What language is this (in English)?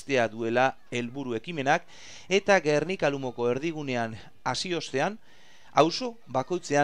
Basque